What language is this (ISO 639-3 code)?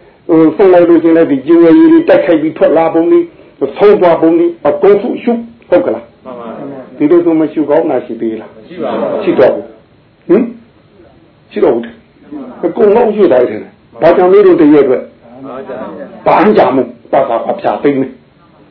mya